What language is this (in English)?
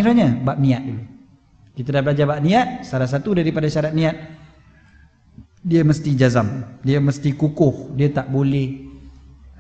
Malay